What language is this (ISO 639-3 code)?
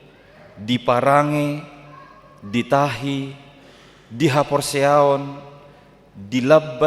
bbc